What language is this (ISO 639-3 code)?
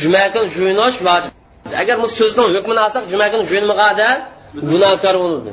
uig